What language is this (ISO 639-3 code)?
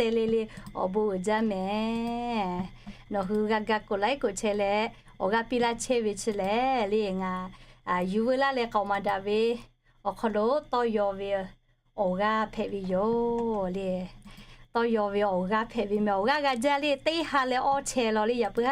lhu